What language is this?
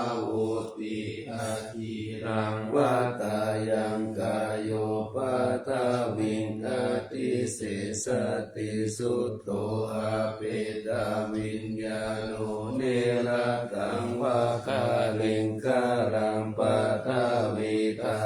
Pali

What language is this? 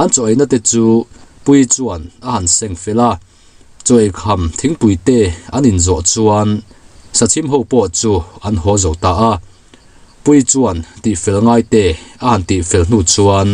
Mizo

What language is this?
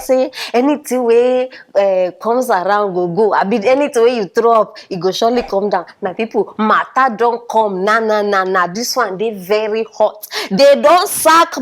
Nigerian Pidgin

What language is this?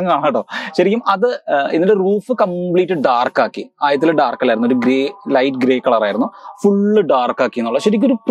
Malayalam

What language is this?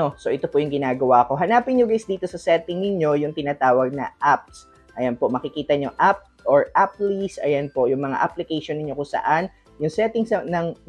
Filipino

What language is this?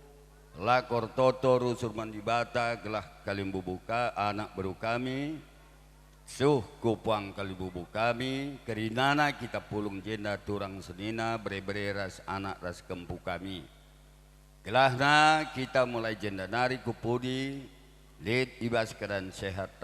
Batak Karo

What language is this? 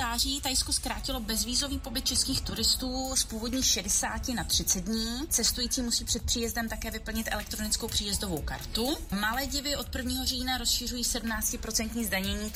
Czech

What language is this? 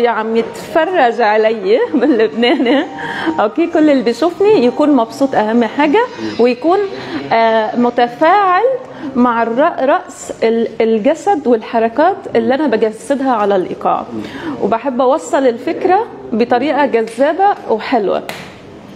Egyptian Arabic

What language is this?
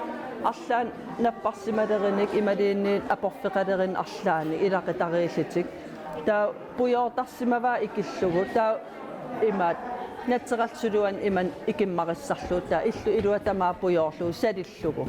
Kalaallisut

